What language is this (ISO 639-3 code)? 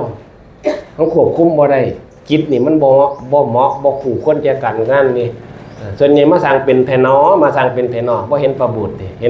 tts